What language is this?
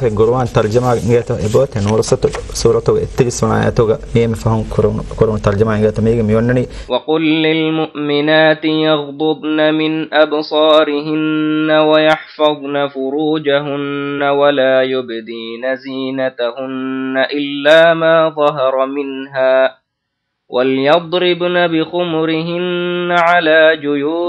Divehi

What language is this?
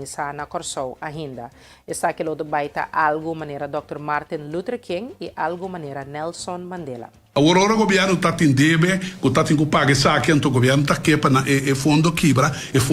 Papiamento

